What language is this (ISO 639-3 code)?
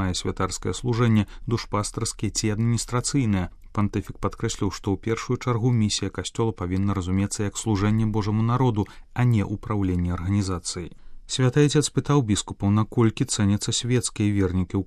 bel